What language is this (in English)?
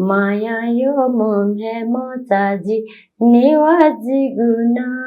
Newari